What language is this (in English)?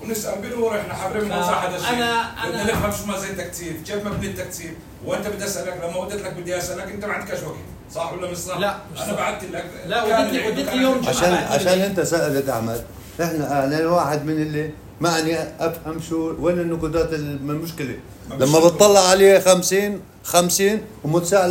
North Levantine Arabic